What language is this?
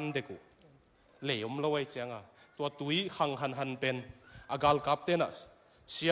Tedim Chin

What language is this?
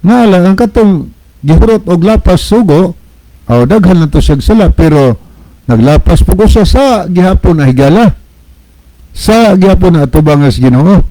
Cebuano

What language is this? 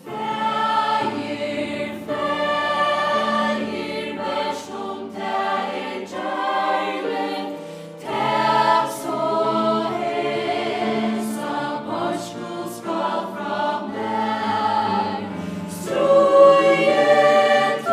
Faroese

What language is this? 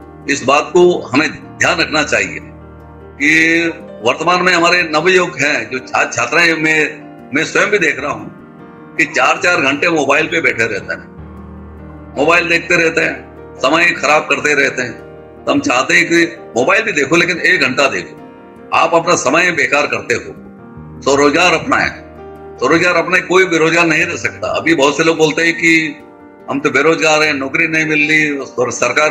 Hindi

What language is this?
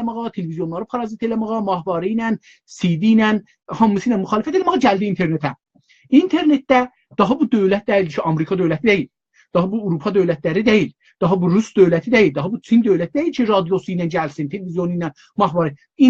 South Azerbaijani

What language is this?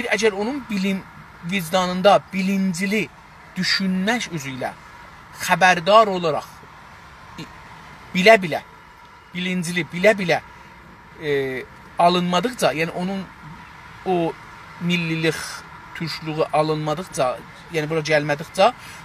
South Azerbaijani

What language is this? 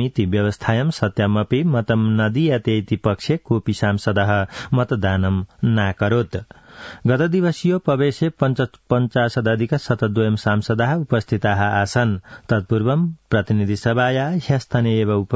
Sanskrit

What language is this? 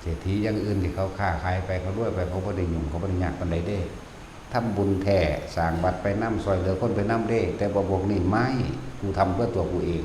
Northeastern Thai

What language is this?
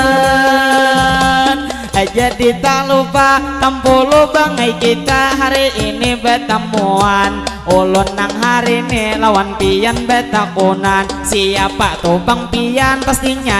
Banjar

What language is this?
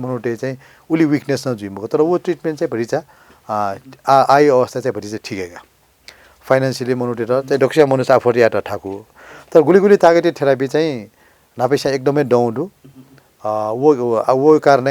Newari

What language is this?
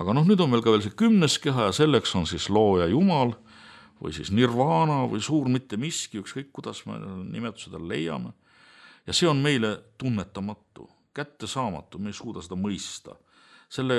Estonian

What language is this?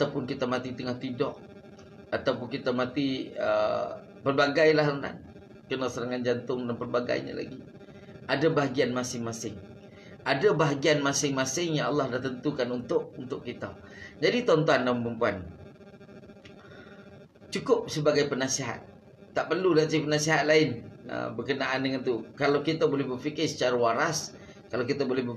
Malay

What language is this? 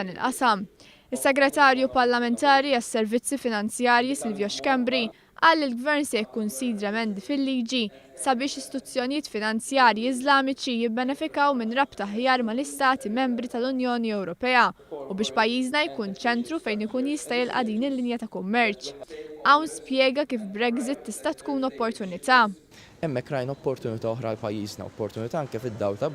Maltese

